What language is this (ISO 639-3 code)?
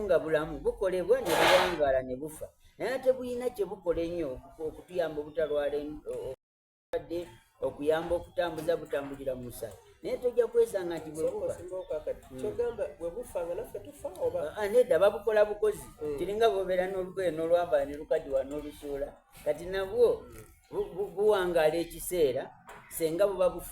xog